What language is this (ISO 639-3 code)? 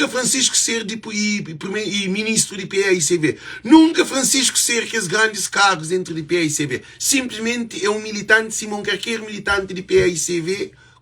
kea